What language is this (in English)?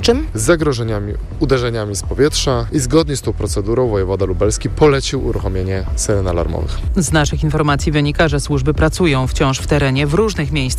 Polish